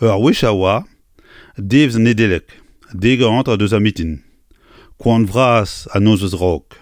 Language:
Breton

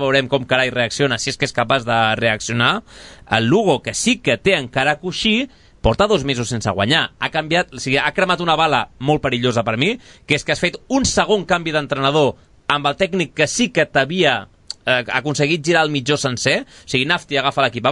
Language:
Catalan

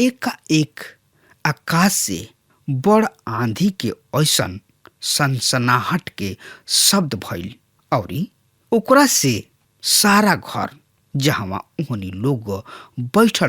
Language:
Bhojpuri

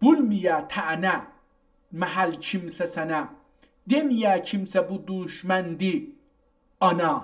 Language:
South Azerbaijani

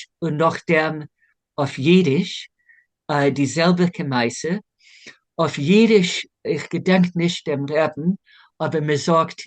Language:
Yiddish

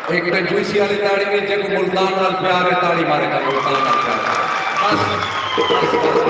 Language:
Saraiki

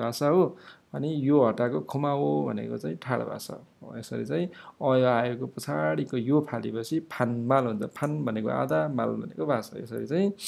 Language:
Nepali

